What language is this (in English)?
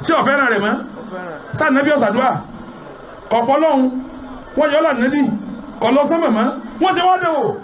Yoruba